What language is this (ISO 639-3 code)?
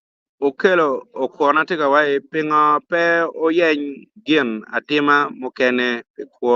ach